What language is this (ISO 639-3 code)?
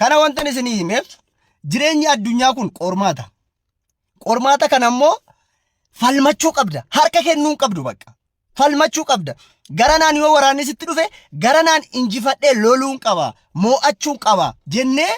orm